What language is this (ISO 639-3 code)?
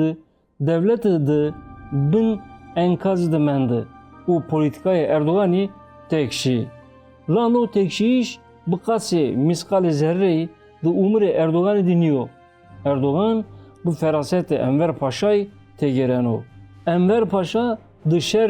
zza